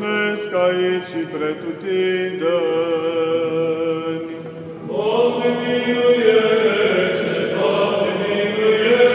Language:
Romanian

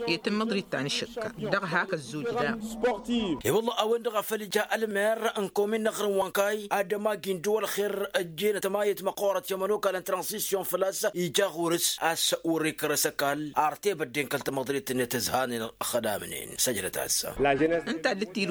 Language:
Tamasheq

